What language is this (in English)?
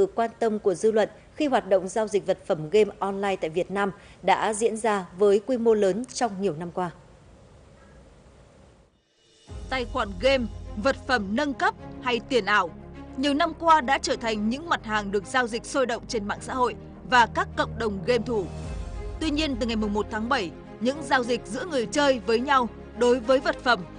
Vietnamese